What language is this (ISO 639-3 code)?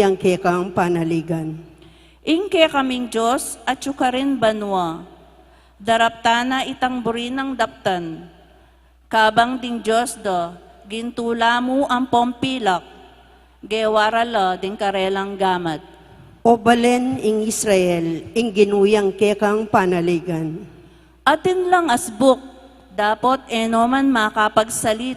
pam